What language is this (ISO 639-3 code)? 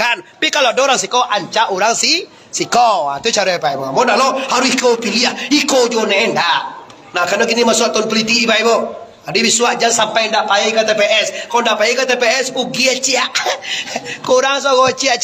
min